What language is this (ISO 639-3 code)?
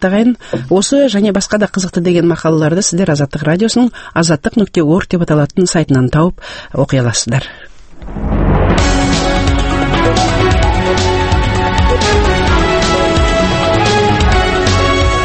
kaz